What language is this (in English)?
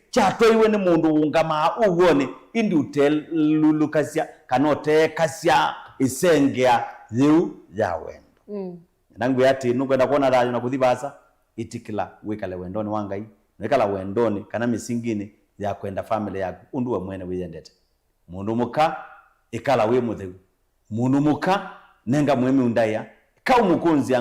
Kamba